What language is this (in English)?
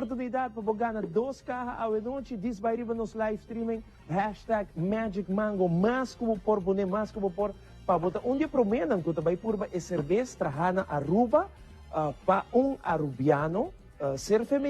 Papiamento